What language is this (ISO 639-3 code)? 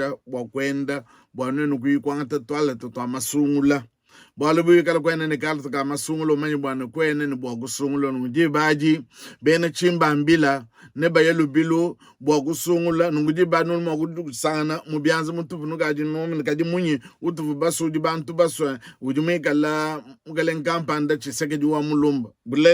lua